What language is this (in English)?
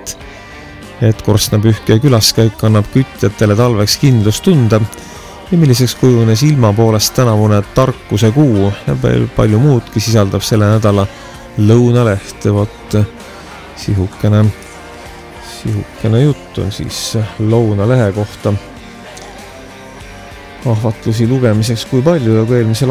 Estonian